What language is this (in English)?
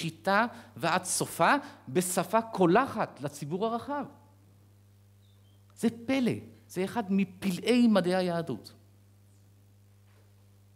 Hebrew